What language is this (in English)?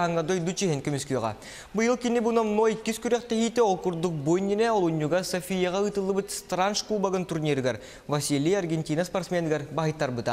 Yakut